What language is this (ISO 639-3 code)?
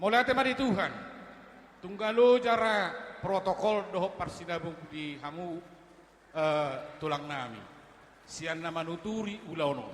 bbc